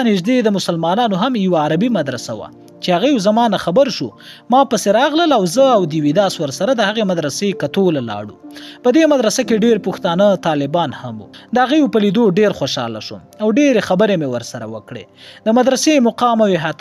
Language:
Pashto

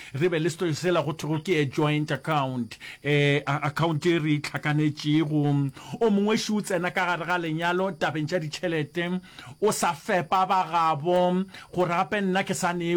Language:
Northern Sotho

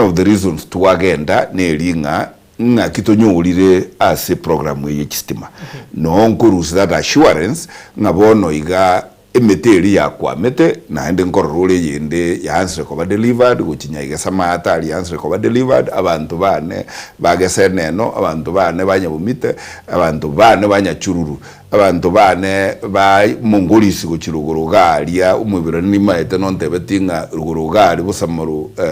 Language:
Gusii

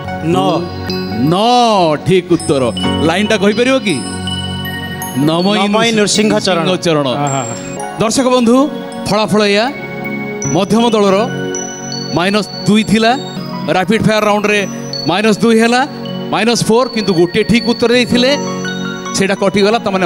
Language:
Odia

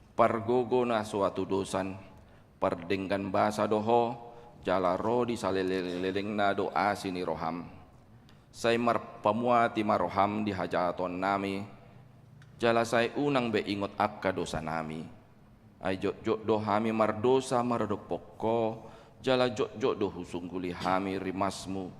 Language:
Batak Toba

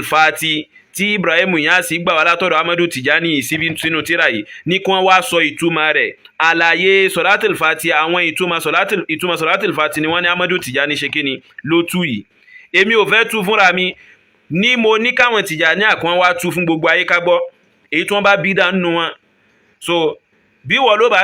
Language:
Yoruba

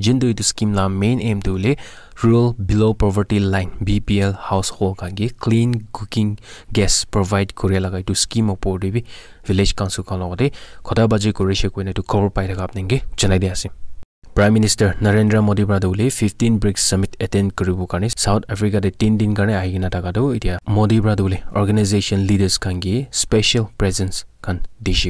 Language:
Naga Pidgin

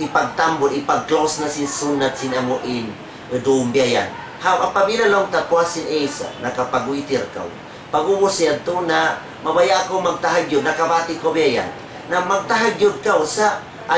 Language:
Tausug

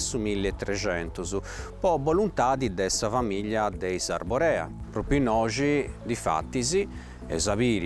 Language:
Sardinian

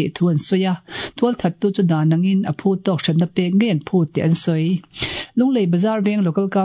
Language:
Mizo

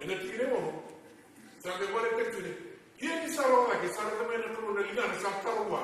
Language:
Fijian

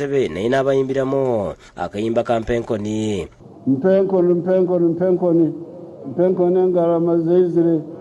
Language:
Ganda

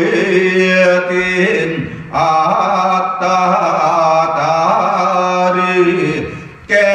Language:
Yakut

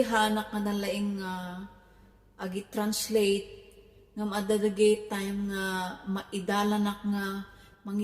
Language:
Iloko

